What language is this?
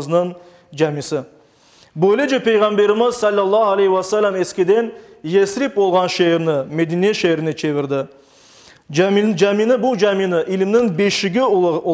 Crimean Tatar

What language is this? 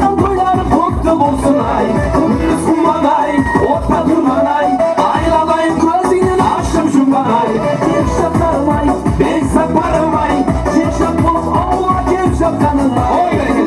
Kara-Kalpak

